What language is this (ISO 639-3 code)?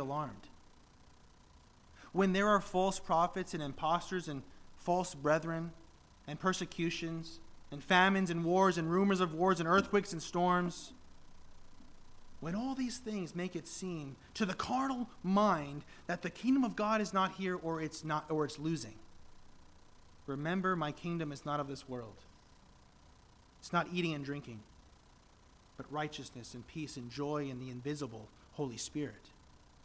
eng